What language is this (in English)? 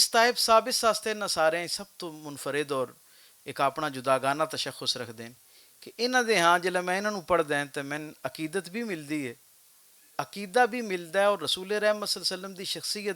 Western Panjabi